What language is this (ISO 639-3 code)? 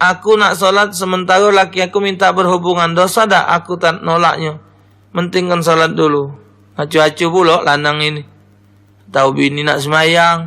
mui